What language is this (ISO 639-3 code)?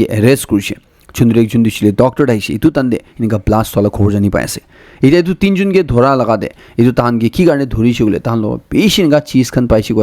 nag